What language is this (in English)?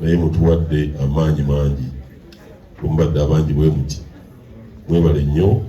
Ganda